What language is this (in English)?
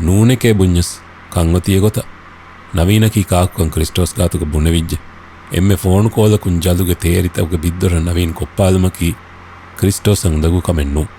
Divehi